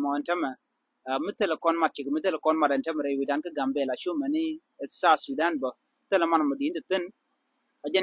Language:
Nuer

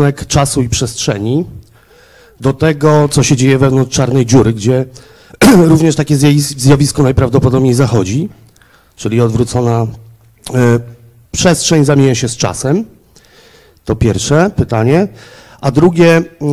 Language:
Polish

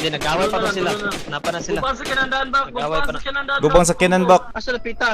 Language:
Cebuano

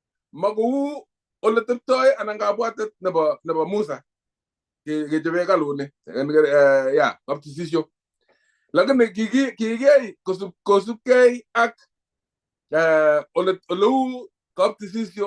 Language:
Kalenjin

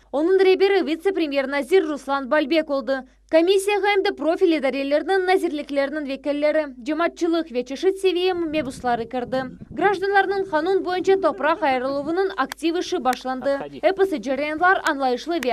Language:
Crimean Tatar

